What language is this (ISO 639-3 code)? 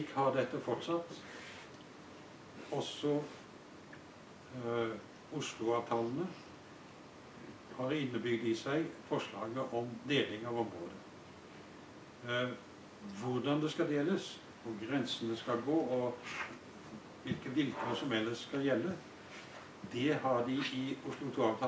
nor